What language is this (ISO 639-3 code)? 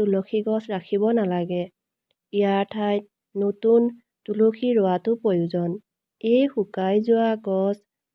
asm